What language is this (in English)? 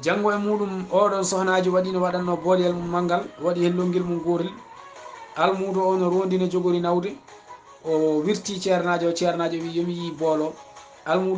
Fula